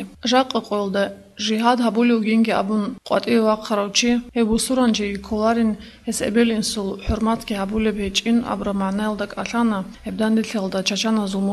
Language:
Avaric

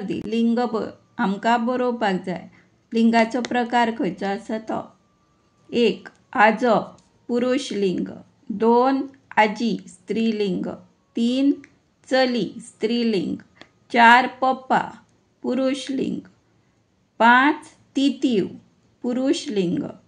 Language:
Konkani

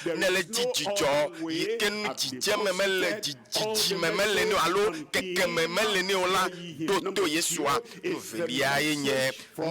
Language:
Ewe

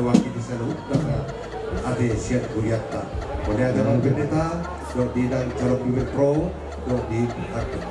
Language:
Batak Toba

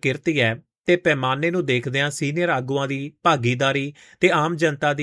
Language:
Punjabi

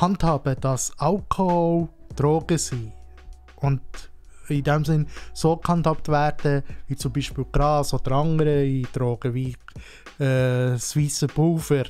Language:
Swiss German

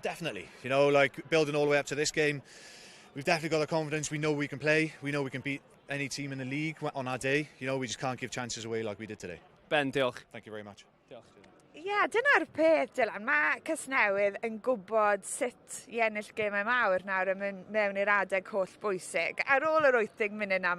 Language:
Welsh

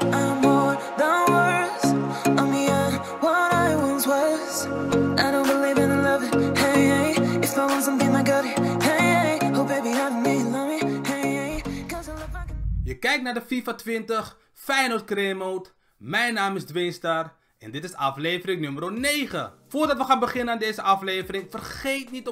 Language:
Dutch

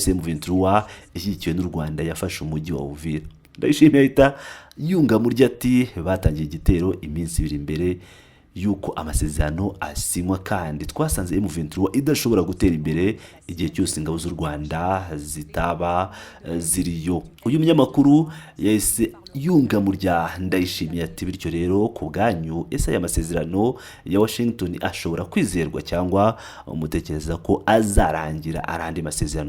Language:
Kinyarwanda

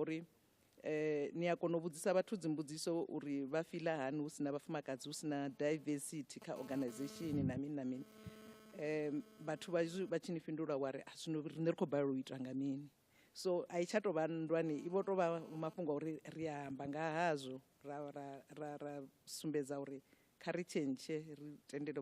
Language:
Venda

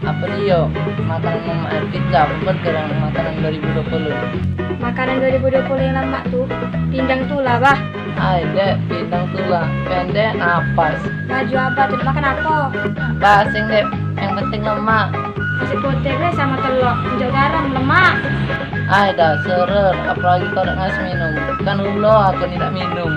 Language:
Musi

